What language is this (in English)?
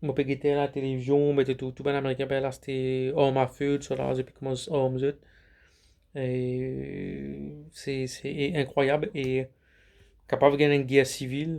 Morisyen